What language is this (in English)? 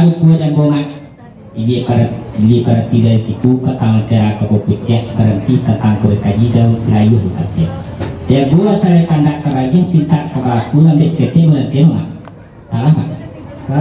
Minangkabau